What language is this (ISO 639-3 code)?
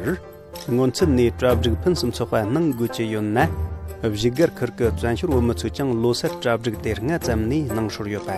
bod